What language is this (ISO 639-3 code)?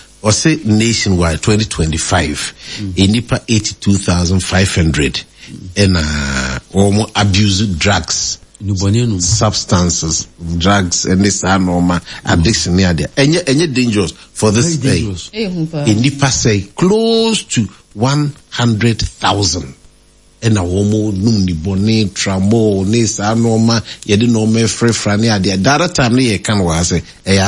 aka